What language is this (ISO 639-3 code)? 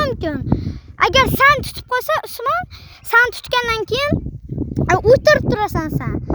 uzb